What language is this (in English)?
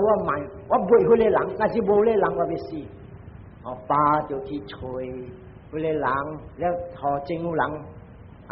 Min Nan Chinese